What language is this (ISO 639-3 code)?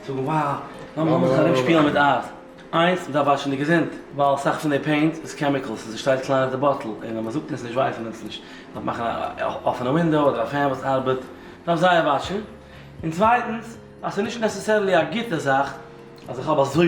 yid